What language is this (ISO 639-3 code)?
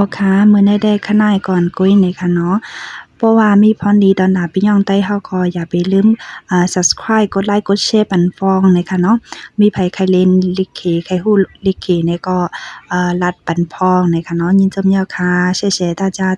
shn